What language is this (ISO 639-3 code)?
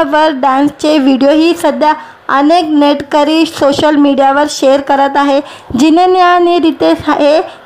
mar